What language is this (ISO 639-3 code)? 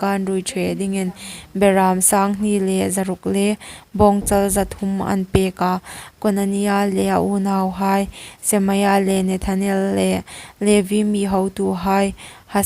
hmr